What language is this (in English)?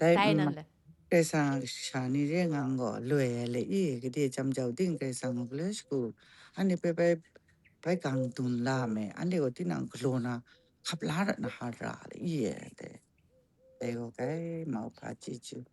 Kachin